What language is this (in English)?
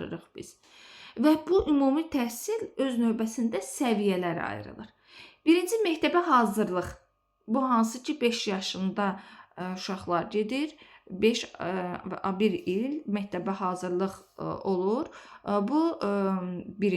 Azerbaijani